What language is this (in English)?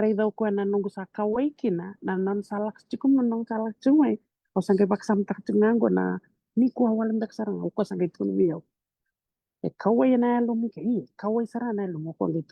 Fijian